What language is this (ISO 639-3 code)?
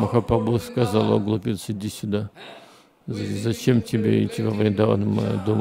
rus